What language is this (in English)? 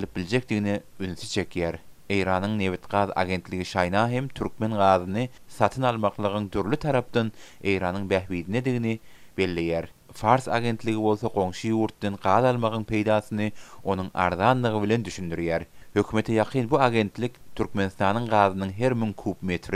Turkmen